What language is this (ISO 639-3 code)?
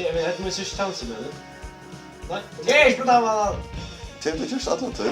fao